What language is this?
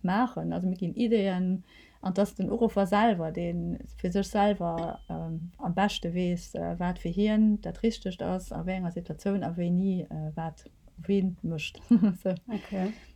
Luxembourgish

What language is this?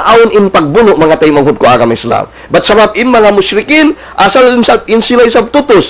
Tausug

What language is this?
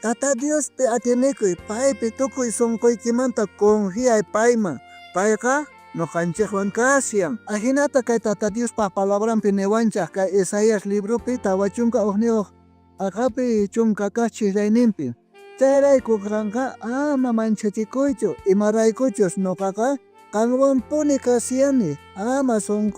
South Bolivian Quechua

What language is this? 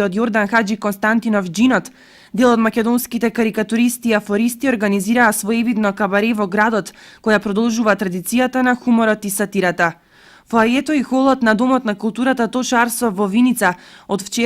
Macedonian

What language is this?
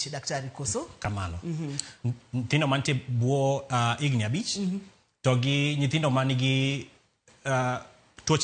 Luo (Kenya and Tanzania)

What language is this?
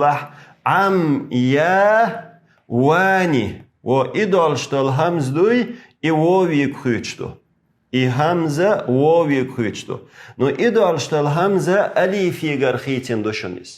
Chechen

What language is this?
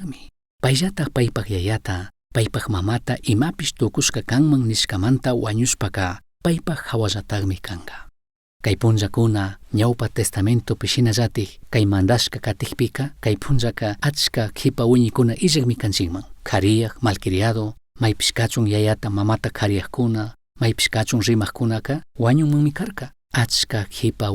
Chimborazo Highland Quichua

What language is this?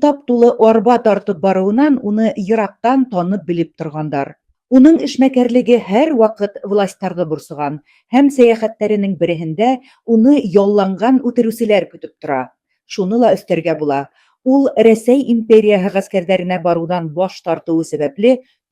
Bashkir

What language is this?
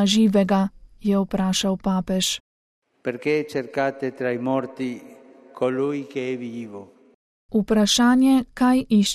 Slovenian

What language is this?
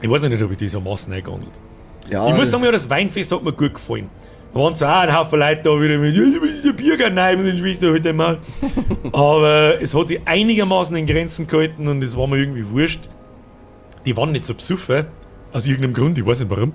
Bavarian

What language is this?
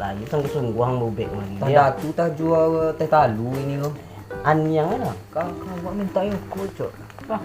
Minangkabau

